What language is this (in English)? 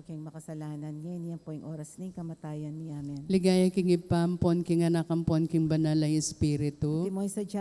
Pampanga